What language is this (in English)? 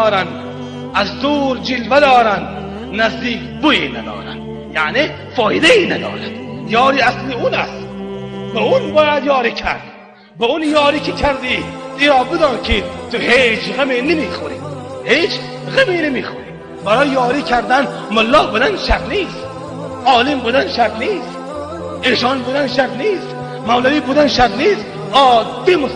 Tajik